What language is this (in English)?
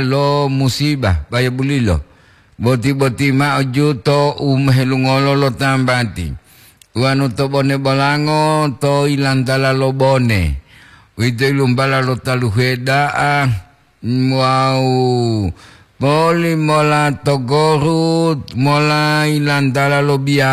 Gorontalo